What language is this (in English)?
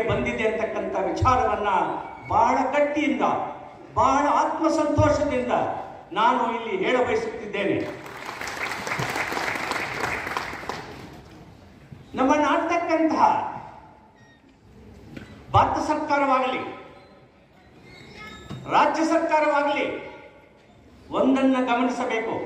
Kannada